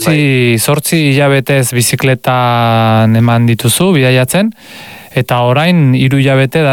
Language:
Basque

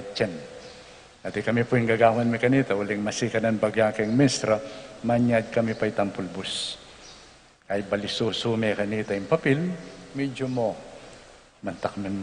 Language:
Pampanga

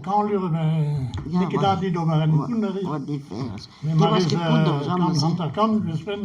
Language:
Breton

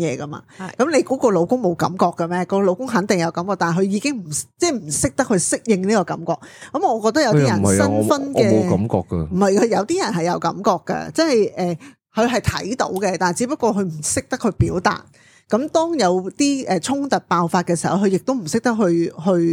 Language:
Cantonese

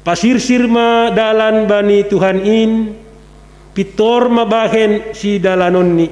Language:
Batak Simalungun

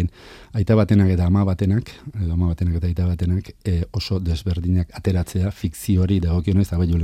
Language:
Basque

